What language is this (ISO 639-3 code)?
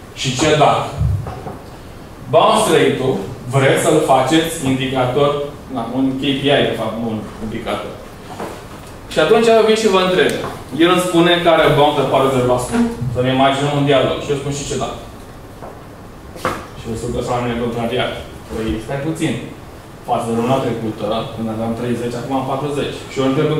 ron